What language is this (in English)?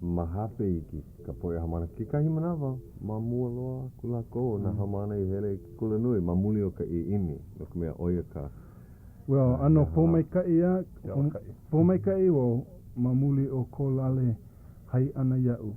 Hawaiian